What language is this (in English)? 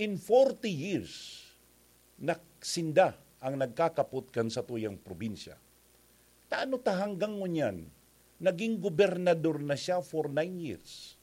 Bikol